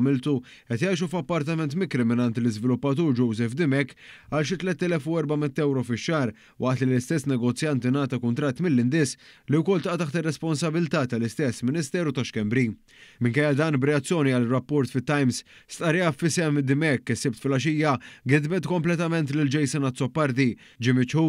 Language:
Maltese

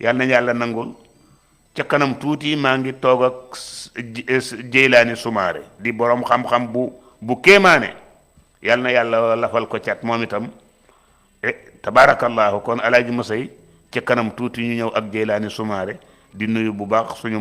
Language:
Wolof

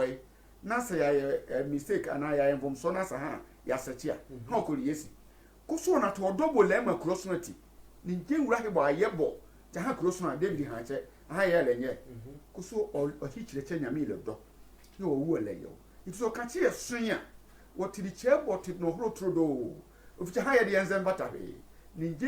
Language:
Sehwi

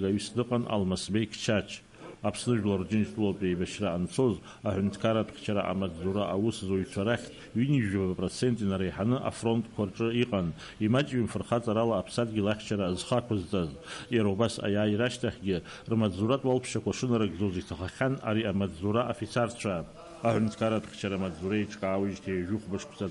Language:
Abkhazian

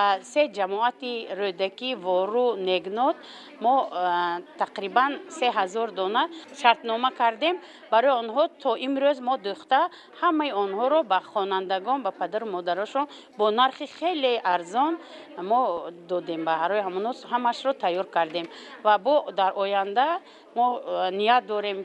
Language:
Tajik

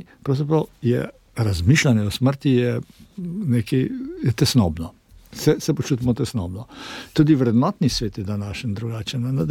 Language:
Slovenian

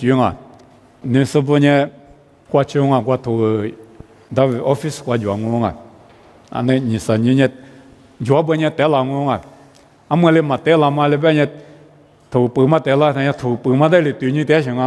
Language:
Lisu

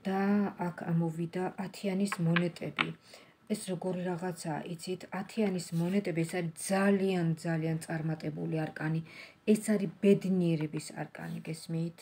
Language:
Georgian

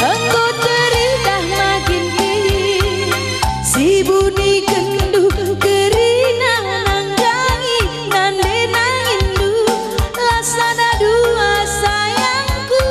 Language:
Batak Karo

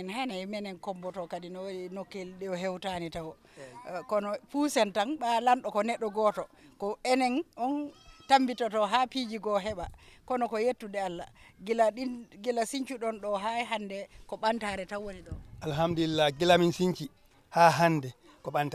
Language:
Fula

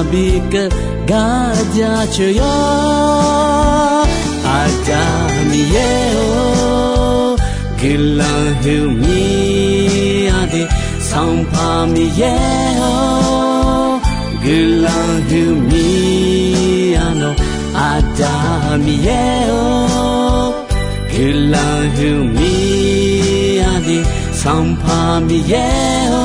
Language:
Akha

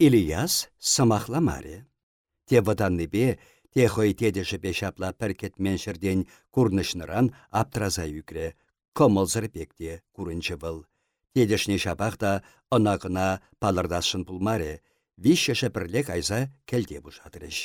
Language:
Chuvash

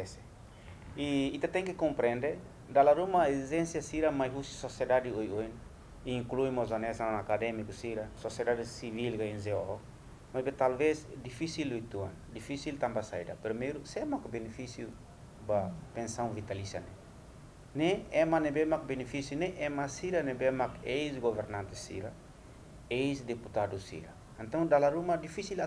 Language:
Tetum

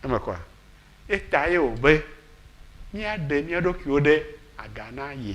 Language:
Ewe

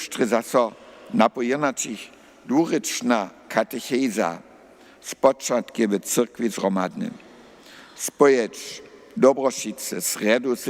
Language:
Upper Sorbian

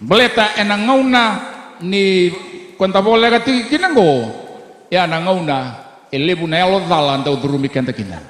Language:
Fijian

